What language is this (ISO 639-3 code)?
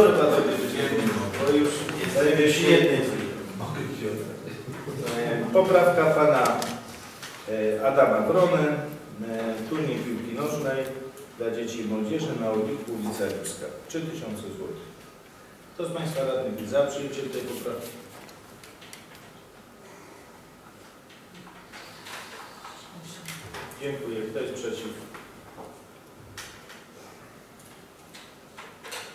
pol